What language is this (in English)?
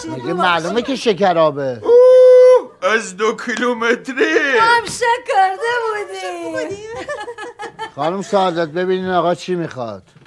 Persian